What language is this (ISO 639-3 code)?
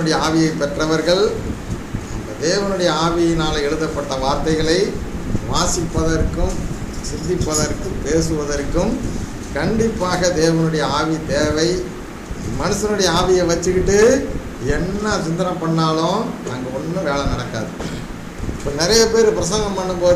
tam